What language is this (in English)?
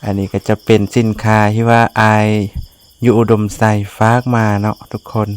Lao